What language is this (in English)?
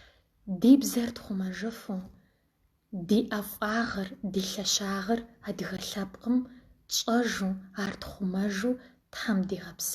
Kabardian